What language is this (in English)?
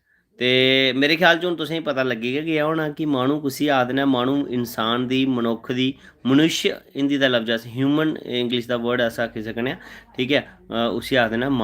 Dogri